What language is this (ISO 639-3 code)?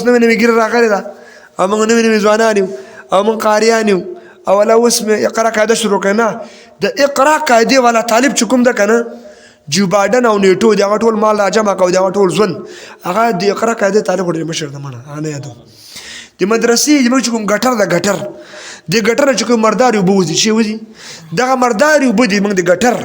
pus